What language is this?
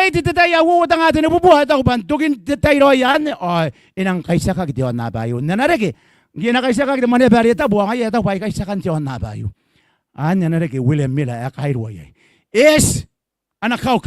Gilbertese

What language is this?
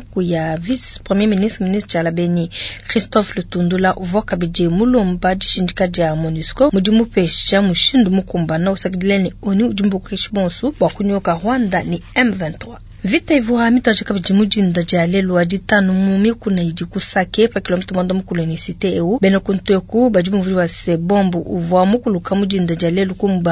Luba-Lulua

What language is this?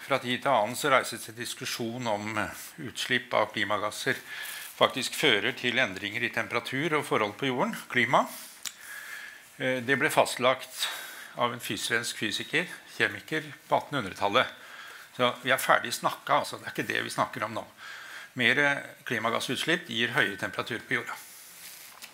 Norwegian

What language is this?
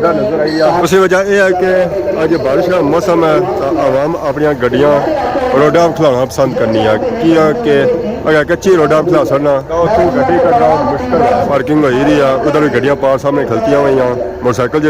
Pahari-Potwari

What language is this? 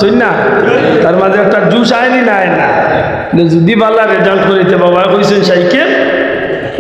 Sylheti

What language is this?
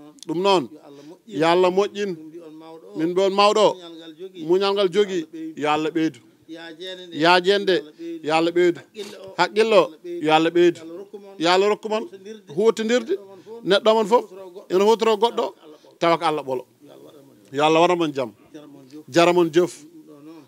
Fula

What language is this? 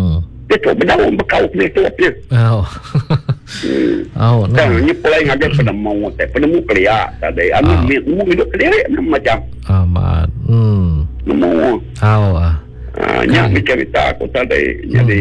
Iban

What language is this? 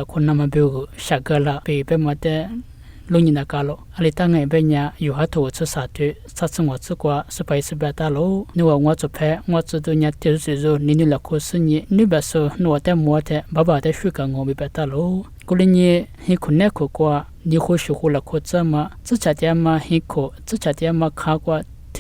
Lisu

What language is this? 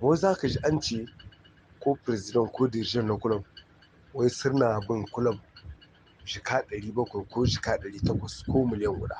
Hausa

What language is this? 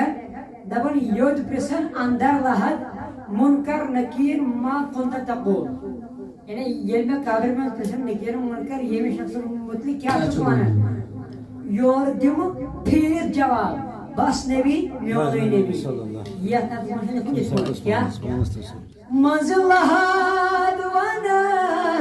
Kashmiri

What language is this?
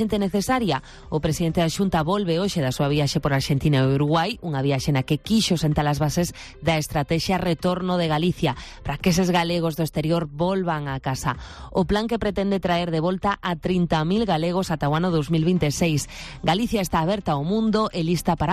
Galician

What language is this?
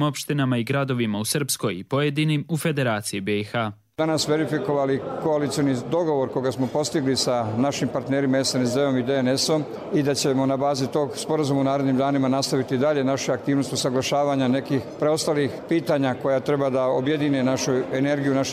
Croatian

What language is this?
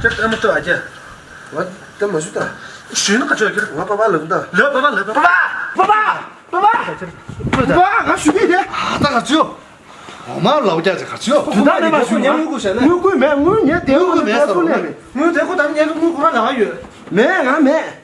Tibetan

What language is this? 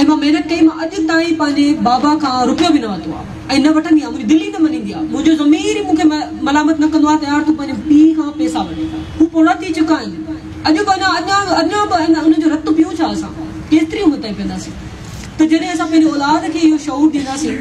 Sindhi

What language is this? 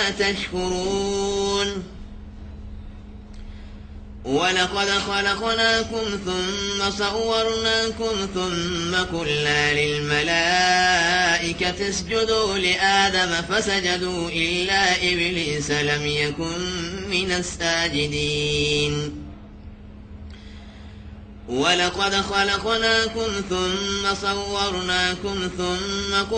Arabic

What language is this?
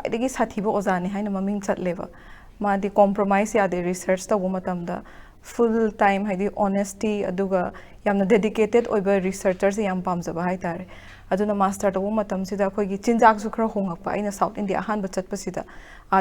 Manipuri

